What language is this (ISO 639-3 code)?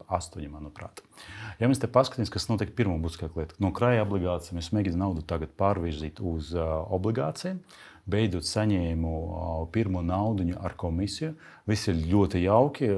lav